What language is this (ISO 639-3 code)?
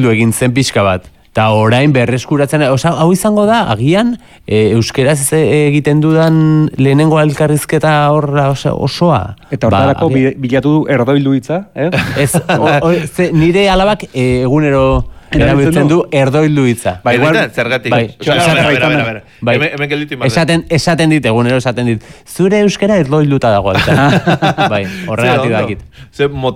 eus